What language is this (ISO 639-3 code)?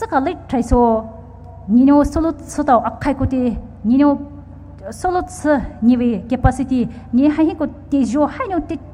pmx